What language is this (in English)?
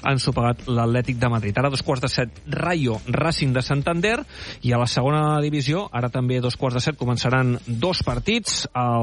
Catalan